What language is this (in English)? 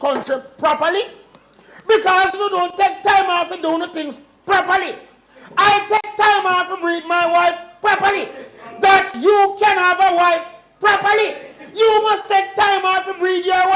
Jamaican Creole English